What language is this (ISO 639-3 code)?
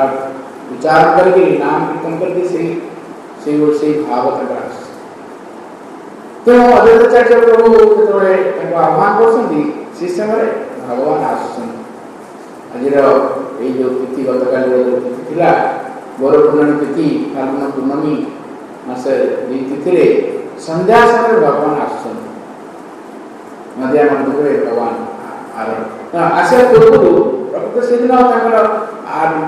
ori